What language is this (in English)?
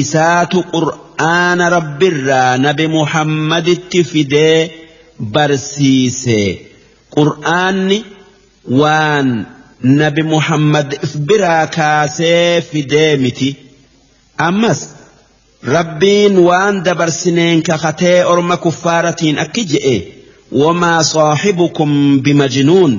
Oromo